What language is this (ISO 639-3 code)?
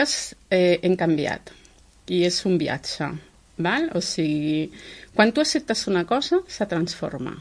cat